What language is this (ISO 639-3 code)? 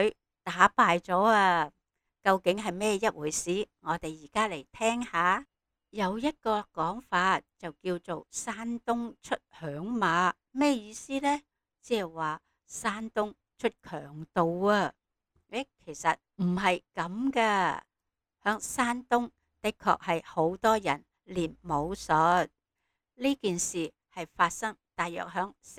yue